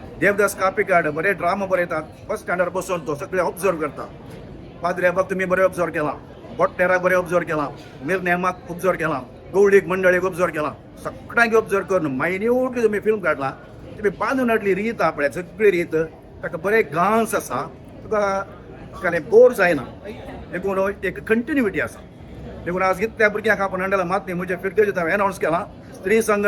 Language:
Konkani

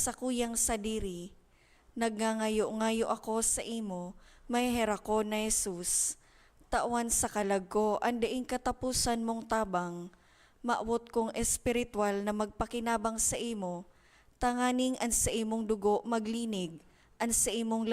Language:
Bikol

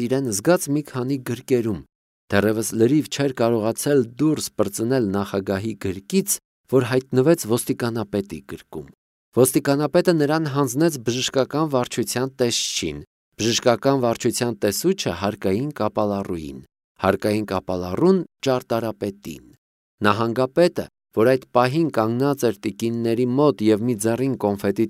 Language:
Armenian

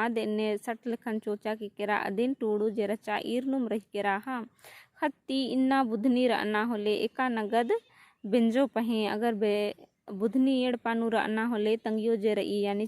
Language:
Kurukh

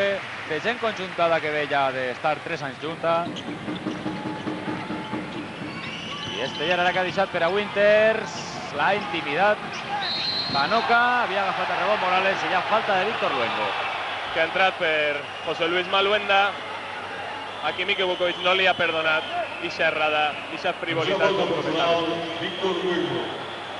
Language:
Catalan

